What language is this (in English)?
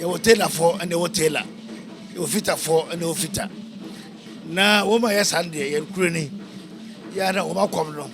Akan